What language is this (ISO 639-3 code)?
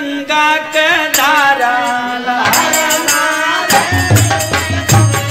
bho